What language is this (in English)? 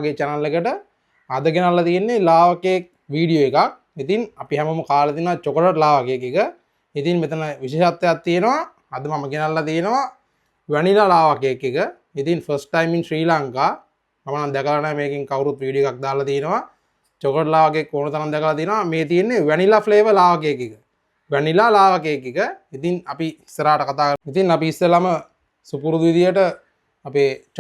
Sinhala